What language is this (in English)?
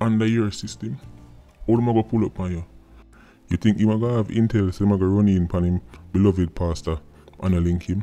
Jamaican Creole English